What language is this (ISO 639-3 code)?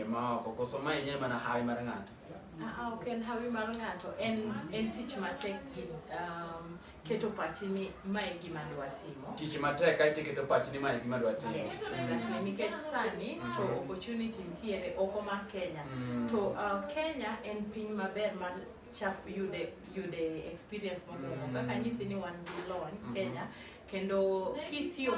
luo